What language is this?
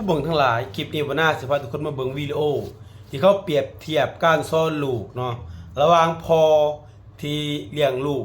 Northeastern Thai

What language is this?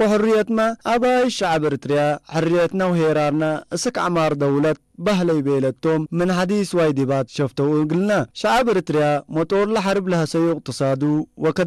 Tigrinya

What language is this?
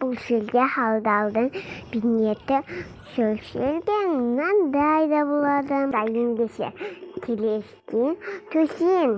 Kazakh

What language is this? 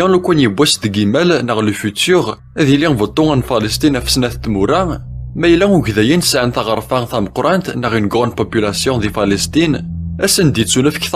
Kabyle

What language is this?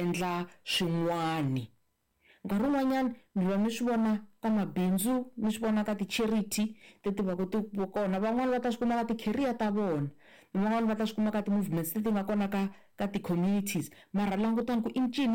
Tsonga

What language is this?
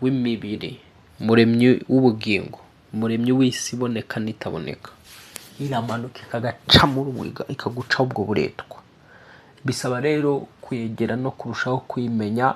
Kinyarwanda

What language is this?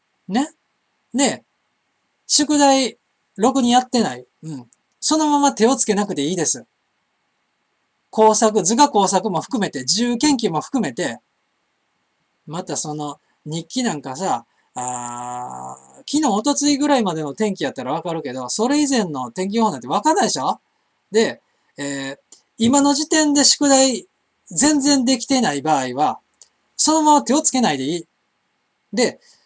Japanese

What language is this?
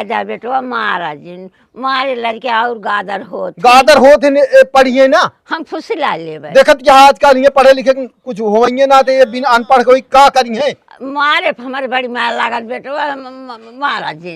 Awadhi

